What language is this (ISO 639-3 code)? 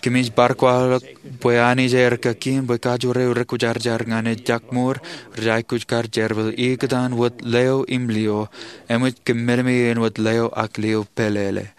mah